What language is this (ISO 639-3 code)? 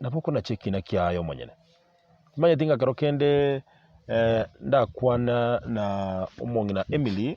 guz